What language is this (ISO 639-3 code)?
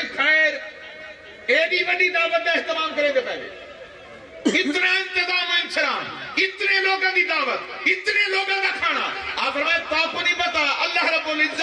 skr